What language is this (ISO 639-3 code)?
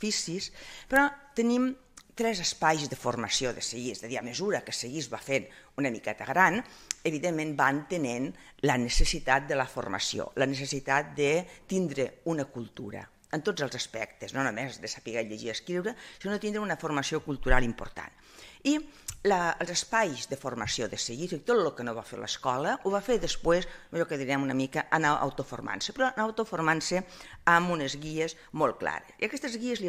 cat